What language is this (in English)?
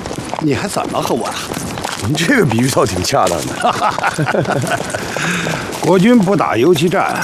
Chinese